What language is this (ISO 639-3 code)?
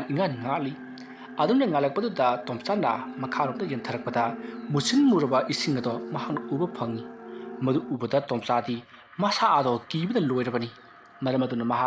mni